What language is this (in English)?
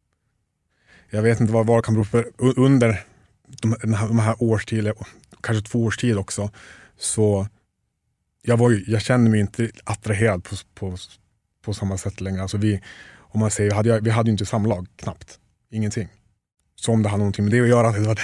Swedish